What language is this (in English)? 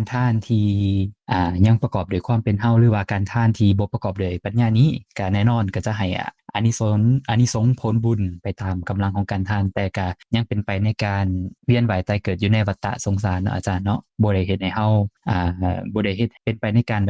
Lao